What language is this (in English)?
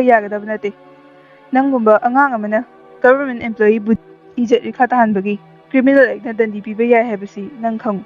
Manipuri